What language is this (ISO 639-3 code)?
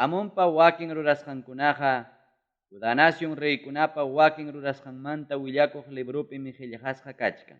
quy